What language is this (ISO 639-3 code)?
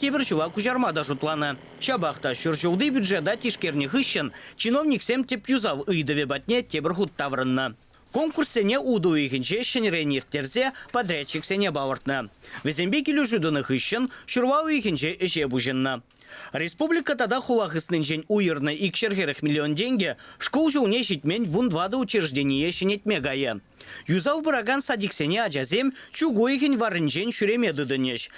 chv